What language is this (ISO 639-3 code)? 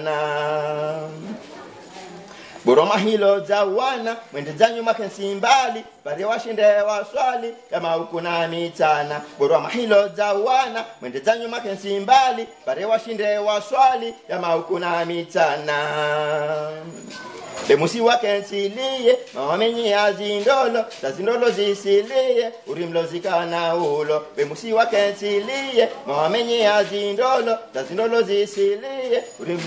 swa